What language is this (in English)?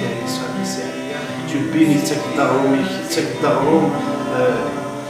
Kabyle